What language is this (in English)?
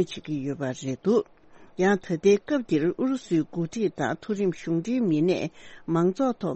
Tibetan